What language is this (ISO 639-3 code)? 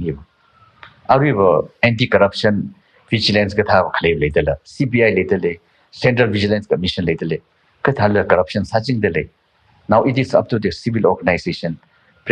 nmf